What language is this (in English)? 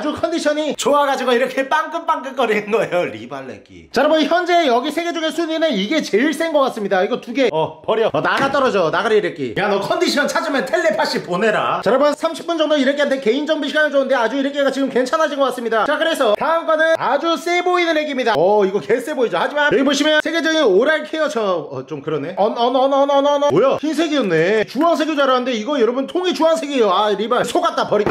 Korean